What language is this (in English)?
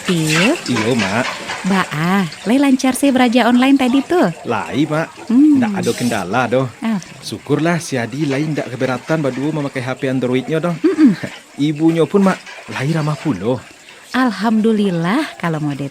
Minangkabau